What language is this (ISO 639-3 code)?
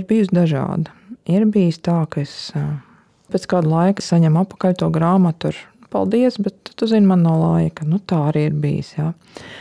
lav